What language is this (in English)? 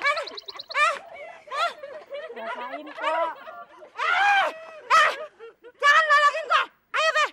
Betawi